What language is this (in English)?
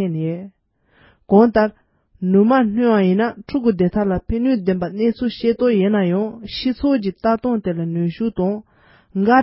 Tibetan